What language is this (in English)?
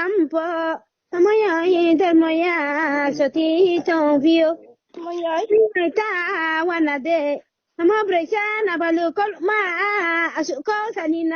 Riang (India)